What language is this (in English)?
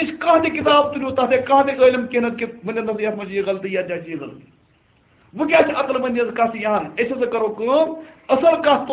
Kashmiri